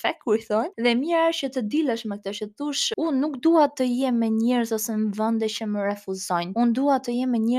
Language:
Albanian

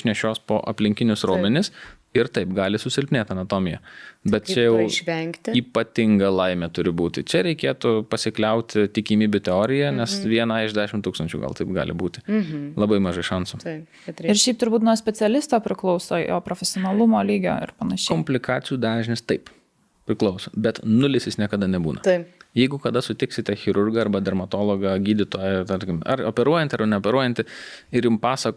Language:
Lithuanian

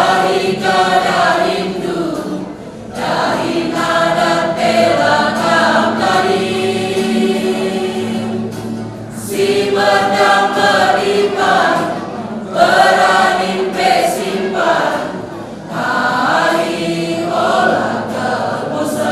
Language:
Batak Karo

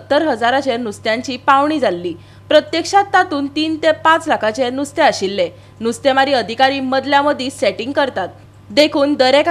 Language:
Konkani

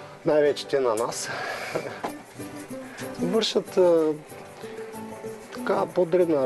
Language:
Bulgarian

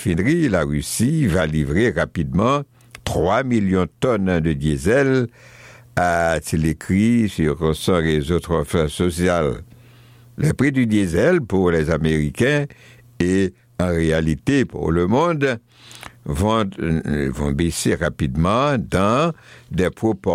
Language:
French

